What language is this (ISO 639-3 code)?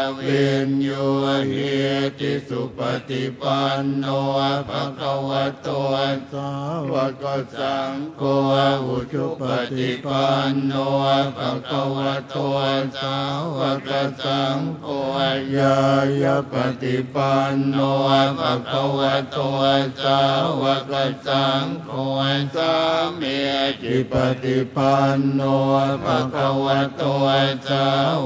pli